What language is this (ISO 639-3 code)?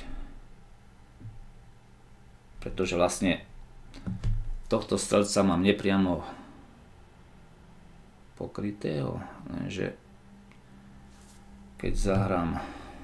slk